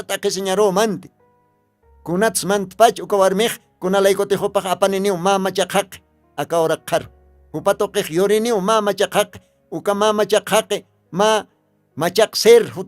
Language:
Aymara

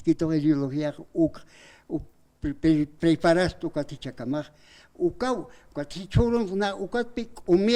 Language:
Aymara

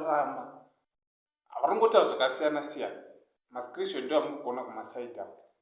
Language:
Shona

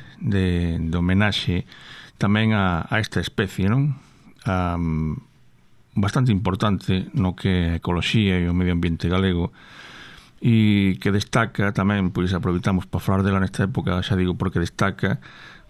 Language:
Galician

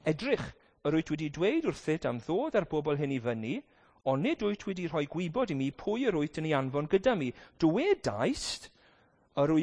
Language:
Welsh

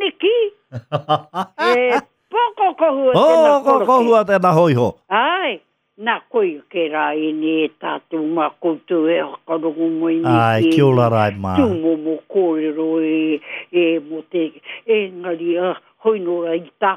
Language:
Māori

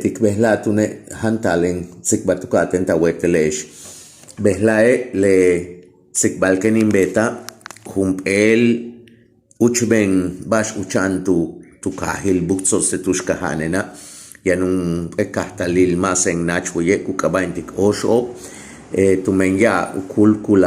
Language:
Yucateco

